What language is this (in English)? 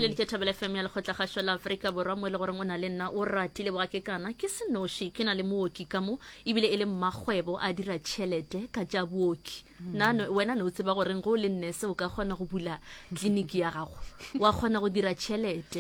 Northern Sotho